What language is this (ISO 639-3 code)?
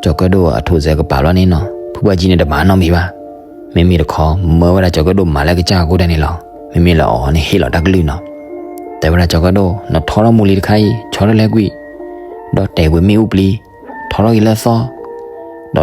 ksw